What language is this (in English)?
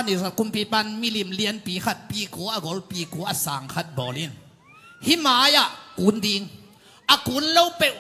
Tedim Chin